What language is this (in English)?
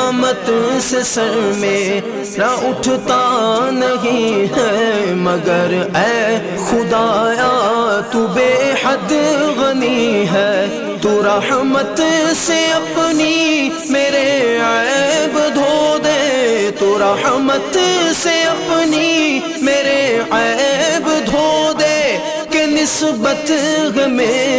Urdu